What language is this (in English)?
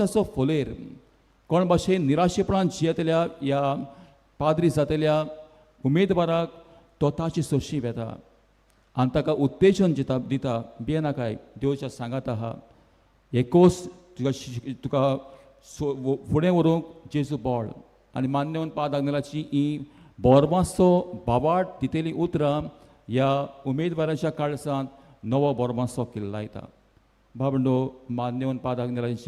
Konkani